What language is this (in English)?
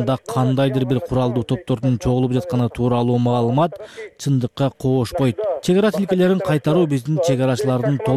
Kyrgyz